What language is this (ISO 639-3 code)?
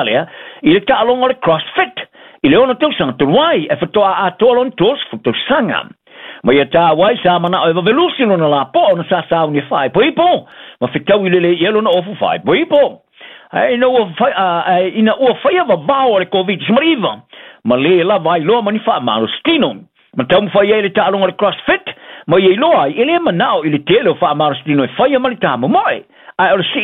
smo